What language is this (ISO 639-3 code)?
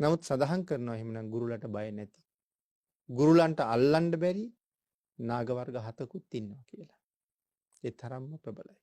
sin